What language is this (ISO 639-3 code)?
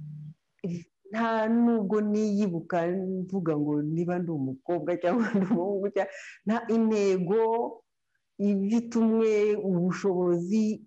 kin